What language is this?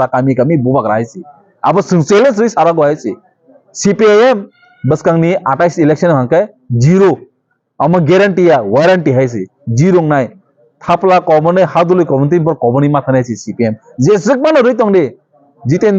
Kok Borok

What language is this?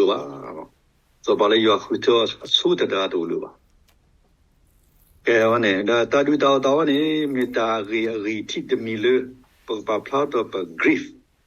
S'gaw Karen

